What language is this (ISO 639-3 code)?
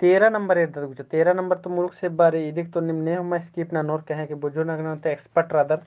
kru